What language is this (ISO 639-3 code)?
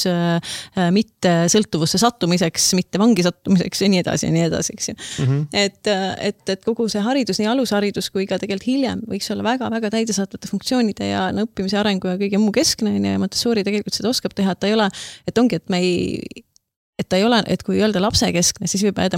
est